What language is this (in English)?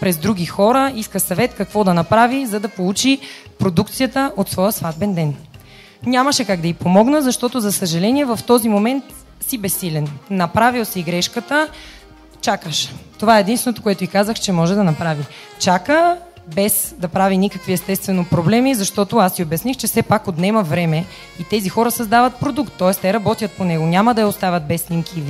Bulgarian